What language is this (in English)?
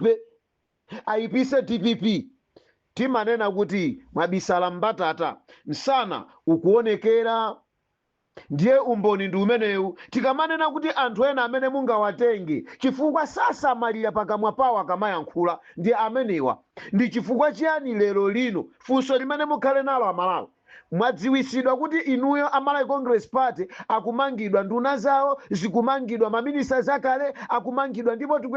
Nyanja